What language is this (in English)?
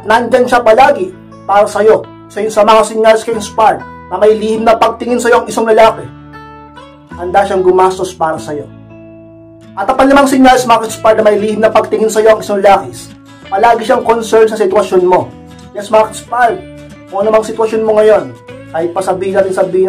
Filipino